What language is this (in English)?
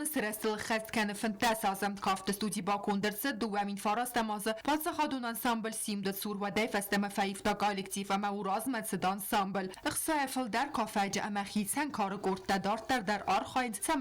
Ossetic